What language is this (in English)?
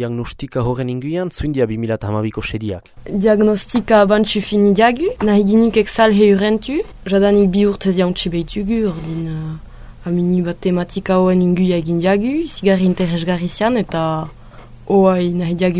Basque